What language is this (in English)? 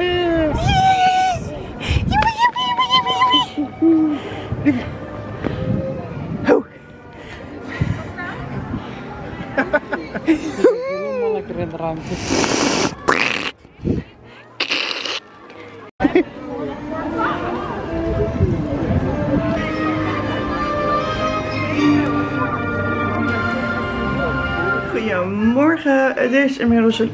Dutch